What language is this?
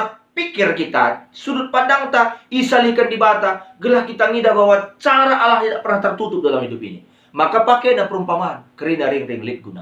Batak Karo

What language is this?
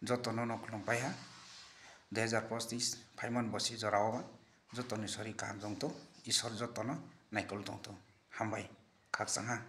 Riang (India)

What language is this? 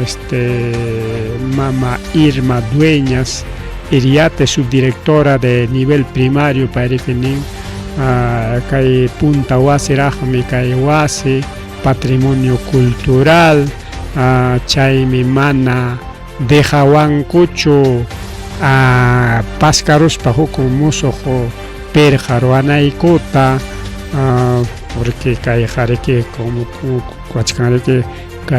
Ayacucho Quechua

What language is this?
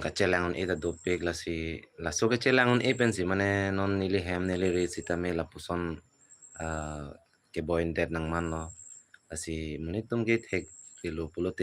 Karbi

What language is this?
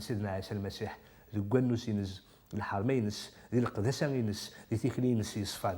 Kabyle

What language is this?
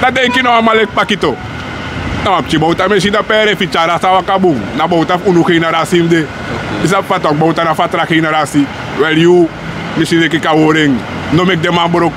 Sranan Tongo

